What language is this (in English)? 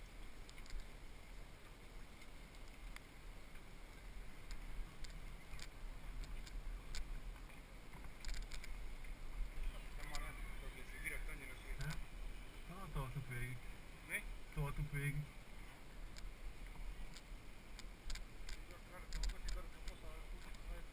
Hungarian